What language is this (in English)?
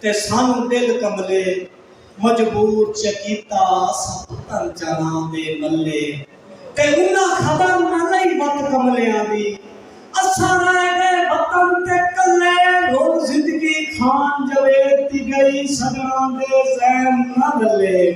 Saraiki